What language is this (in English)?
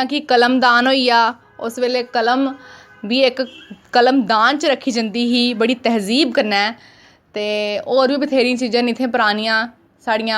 Dogri